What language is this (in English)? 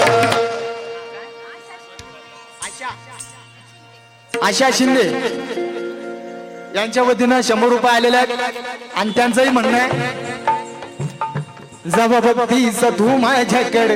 Marathi